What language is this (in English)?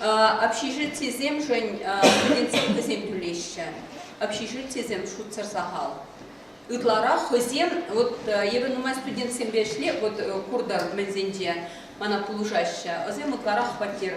Chuvash